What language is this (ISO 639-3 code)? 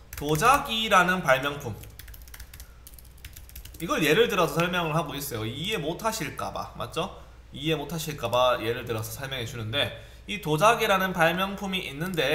kor